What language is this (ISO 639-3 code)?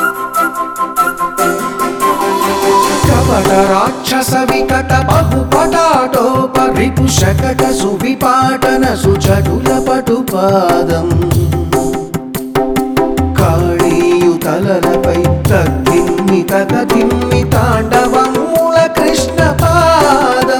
tel